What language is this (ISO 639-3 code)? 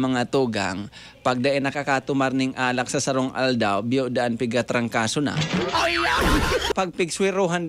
bik